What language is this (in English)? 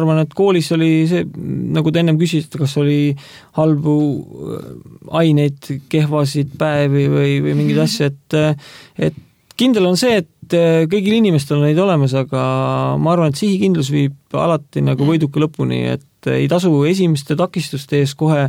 Estonian